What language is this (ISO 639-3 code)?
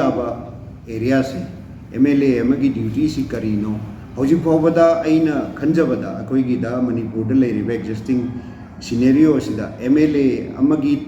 mni